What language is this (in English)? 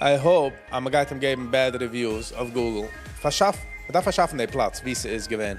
Yiddish